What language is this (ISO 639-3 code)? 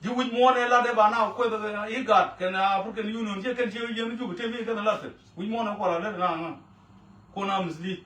nus